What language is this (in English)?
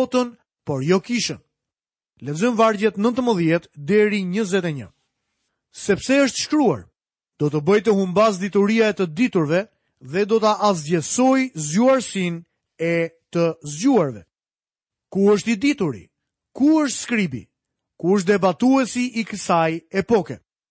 Albanian